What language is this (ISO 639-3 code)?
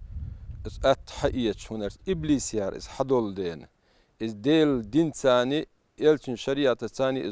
che